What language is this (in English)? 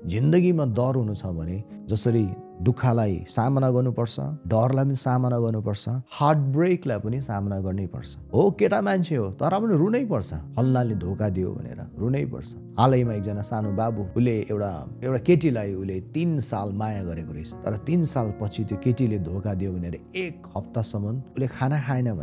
Nepali